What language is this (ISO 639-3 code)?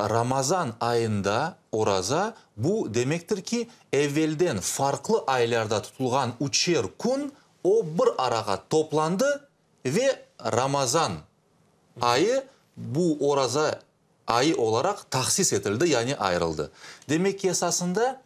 crh